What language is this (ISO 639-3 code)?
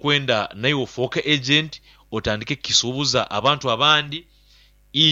nyo